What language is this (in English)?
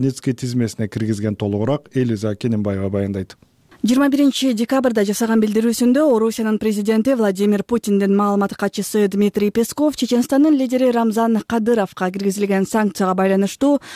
Kyrgyz